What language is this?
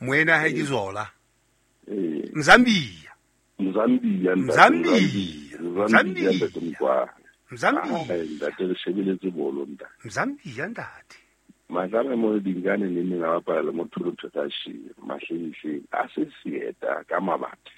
Southern Sotho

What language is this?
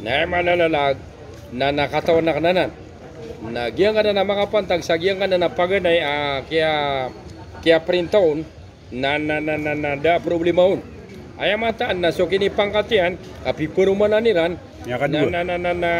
Maranao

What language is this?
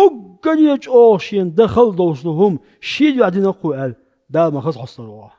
Chechen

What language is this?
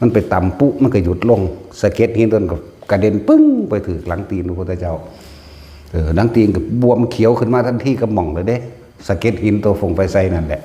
Northeastern Thai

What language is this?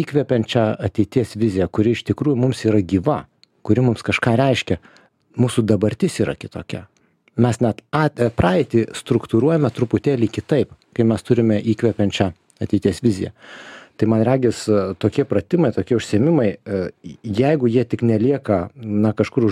Lithuanian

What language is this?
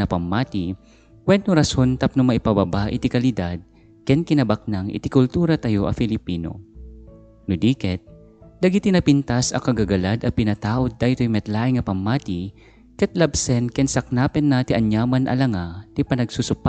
Iloko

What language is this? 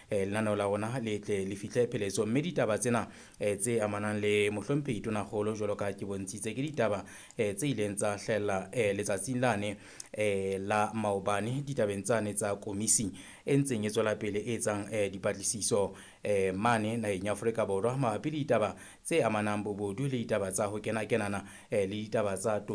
Southern Sotho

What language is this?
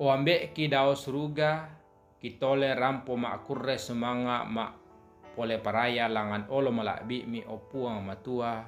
Toraja-Sa'dan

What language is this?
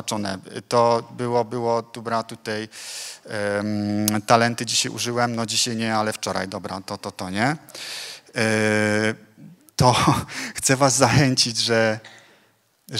Polish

